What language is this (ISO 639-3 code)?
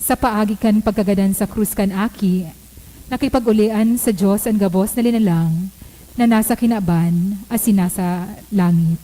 bik